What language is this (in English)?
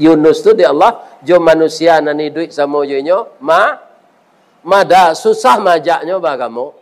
Minangkabau